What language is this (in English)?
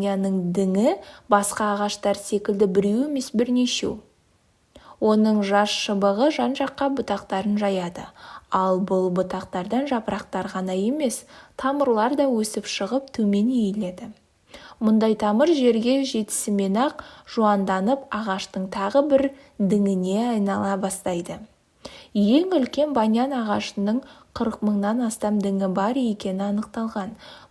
Kazakh